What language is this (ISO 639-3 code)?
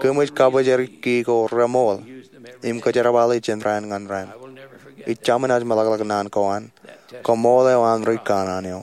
mah